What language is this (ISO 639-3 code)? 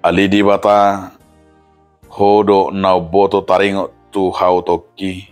bbc